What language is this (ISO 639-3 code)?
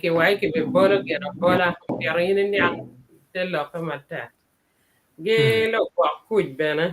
ach